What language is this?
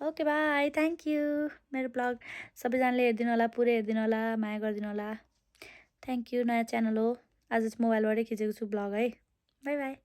Nepali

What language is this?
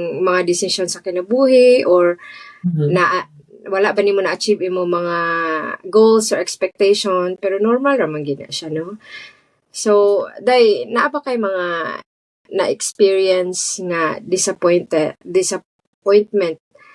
Cebuano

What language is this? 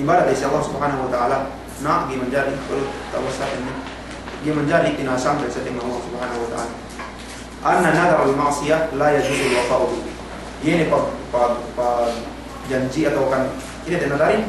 Yakan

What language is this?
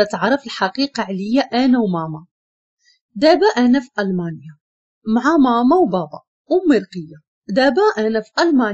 Moroccan Arabic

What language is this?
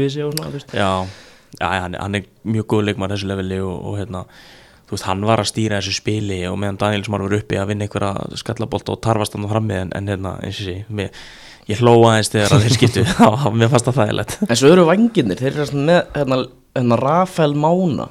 Icelandic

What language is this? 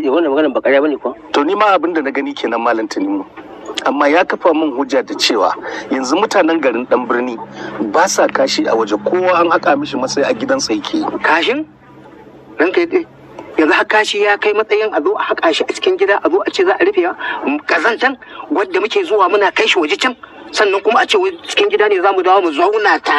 Hausa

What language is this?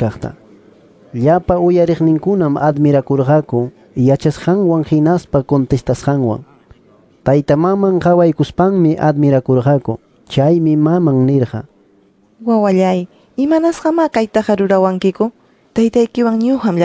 Ayacucho Quechua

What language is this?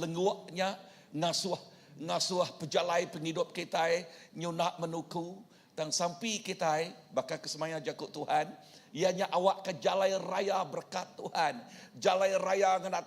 Iban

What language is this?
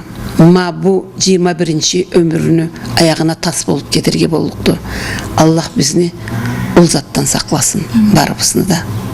Karachay-Balkar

